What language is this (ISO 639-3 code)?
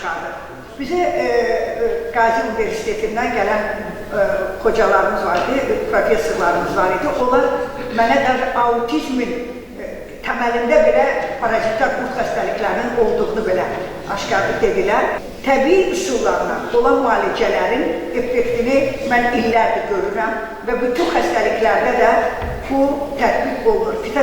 aze